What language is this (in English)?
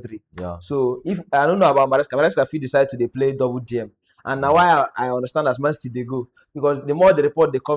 Nigerian Pidgin